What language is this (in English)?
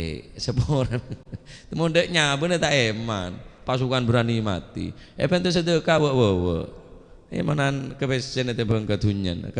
Madurese